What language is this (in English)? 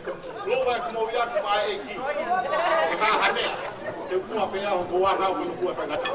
Tongan